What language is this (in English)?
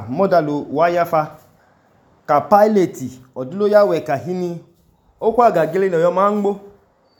Idoma